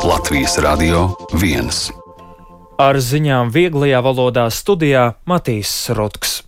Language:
Latvian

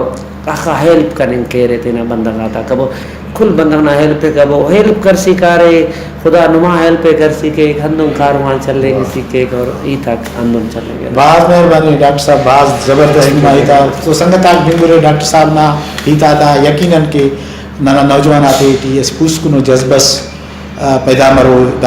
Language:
Brahui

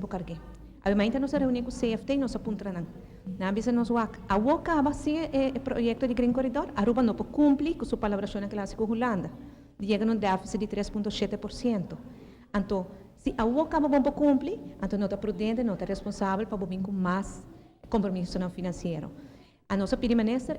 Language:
Papiamento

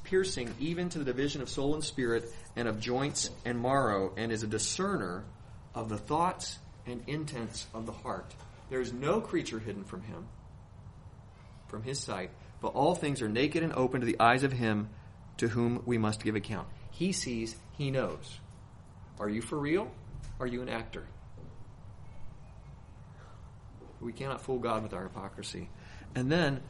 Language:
English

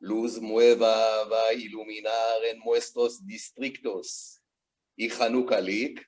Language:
Ladino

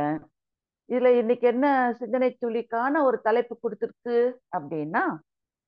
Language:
Tamil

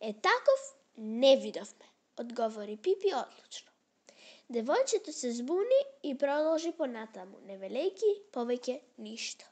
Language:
Macedonian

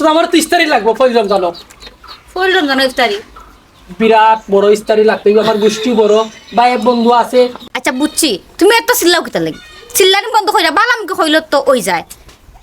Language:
Sylheti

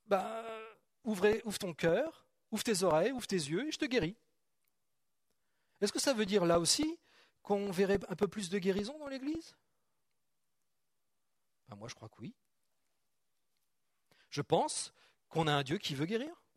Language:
French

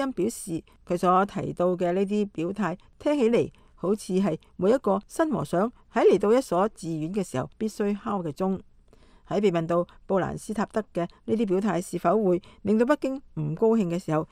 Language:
Cantonese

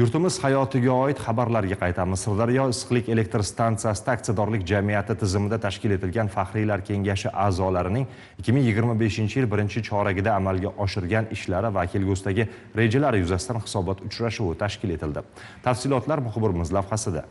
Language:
Uzbek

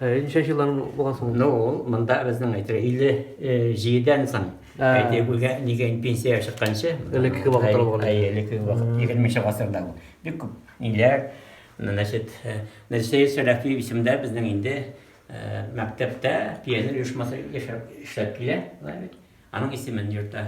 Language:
Tatar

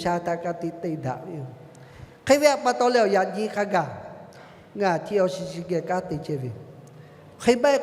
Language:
Lahu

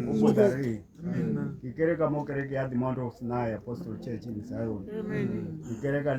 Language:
Tswana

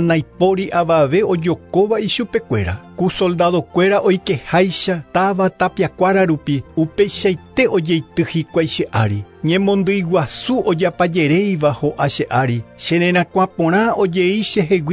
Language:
Guarani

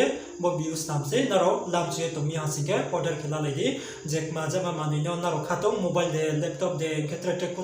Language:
Riang (India)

